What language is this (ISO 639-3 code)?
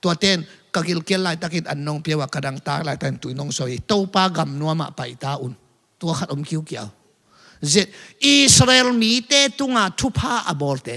ctd